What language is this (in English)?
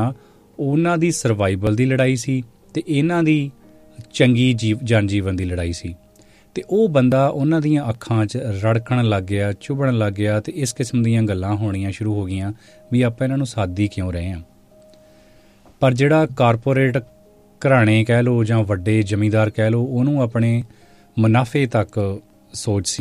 Punjabi